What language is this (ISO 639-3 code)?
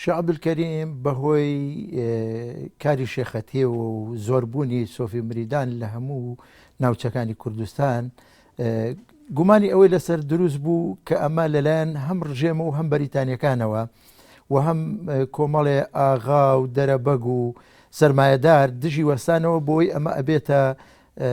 ckb